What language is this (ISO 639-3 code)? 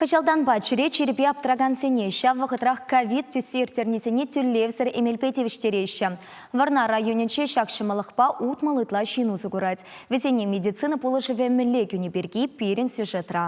chv